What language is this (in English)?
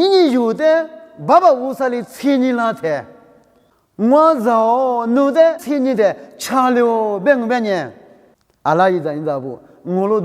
Lisu